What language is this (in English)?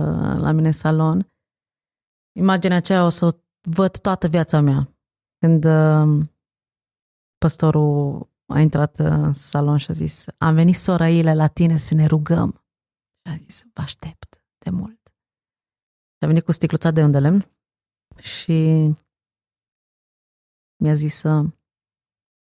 Romanian